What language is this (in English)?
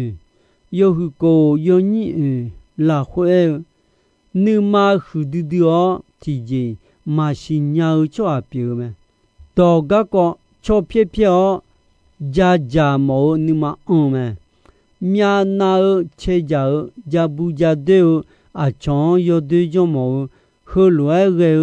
Akha